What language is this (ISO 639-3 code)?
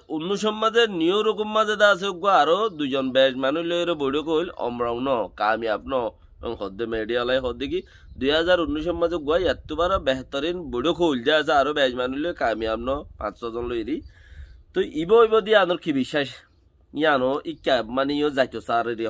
rhg